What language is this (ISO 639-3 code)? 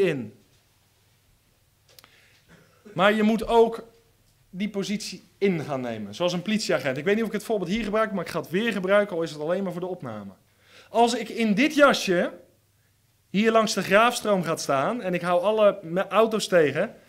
nld